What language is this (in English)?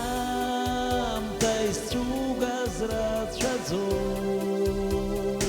Abkhazian